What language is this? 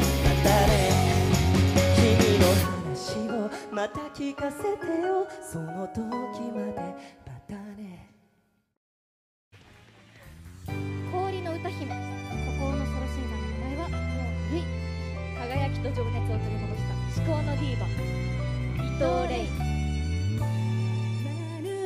Japanese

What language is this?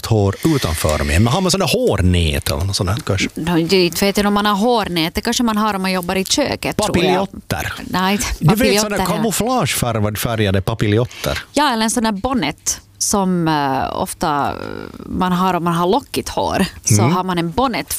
Swedish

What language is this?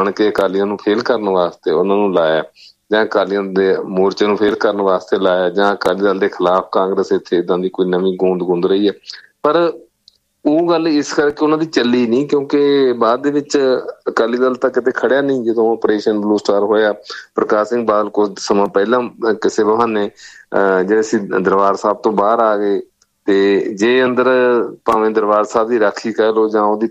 Punjabi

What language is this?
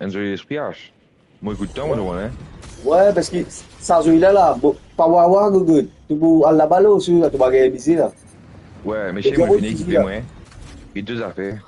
Morisyen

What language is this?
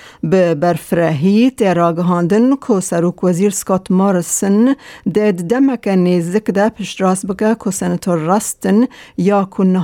Kurdish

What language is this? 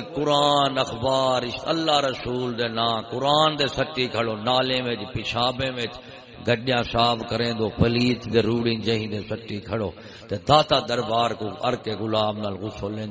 Saraiki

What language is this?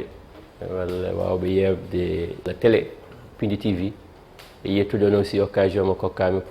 Fula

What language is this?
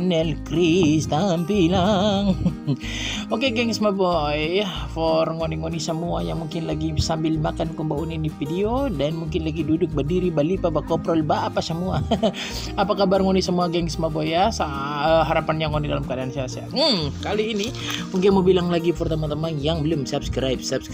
Manado Malay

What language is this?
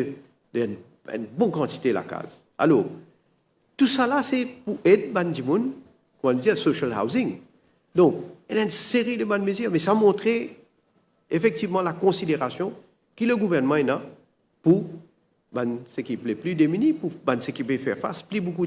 Morisyen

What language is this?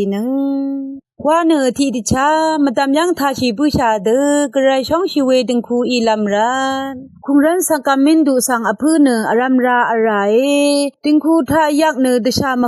Rawang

